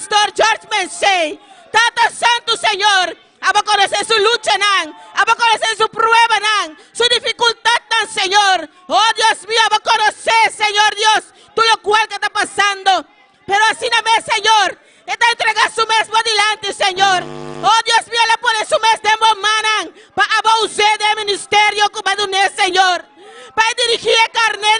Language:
Papiamento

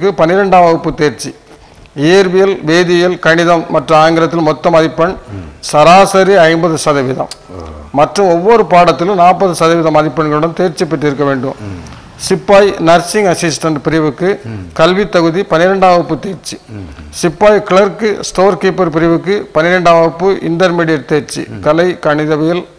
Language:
Tamil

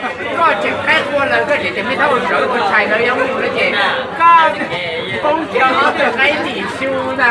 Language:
Hmong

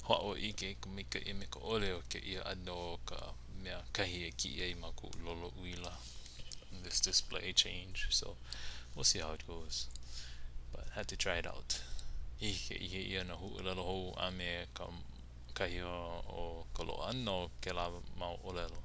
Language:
Hawaiian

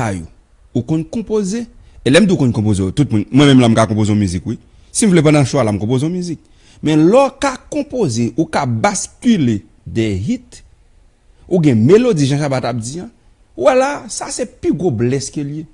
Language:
Haitian Creole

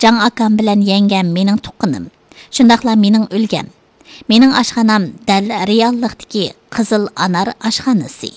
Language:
Uyghur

